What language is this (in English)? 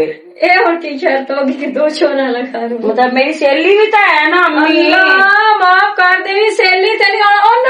Western Panjabi